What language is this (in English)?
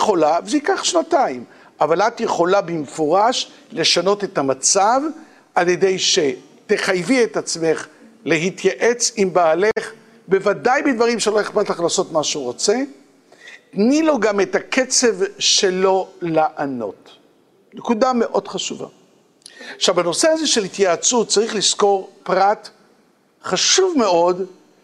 Hebrew